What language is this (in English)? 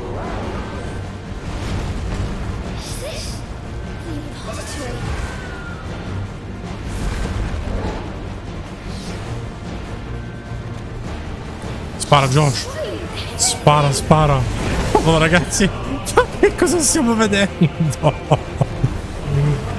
Italian